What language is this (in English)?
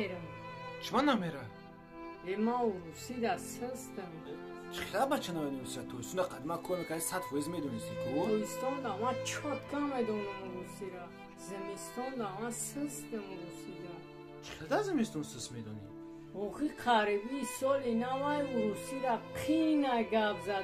Tajik